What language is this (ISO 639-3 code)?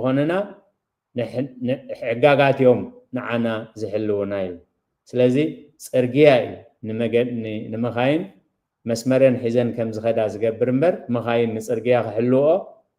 tir